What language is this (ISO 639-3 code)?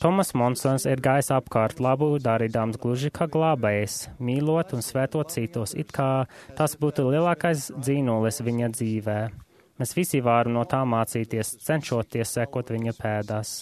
lav